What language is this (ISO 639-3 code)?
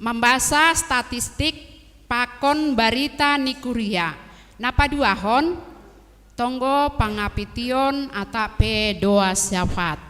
bts